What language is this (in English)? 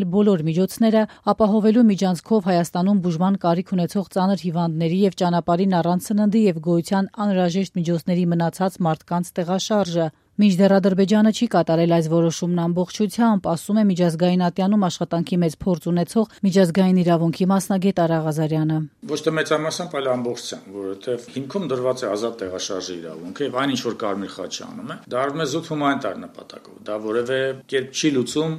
Armenian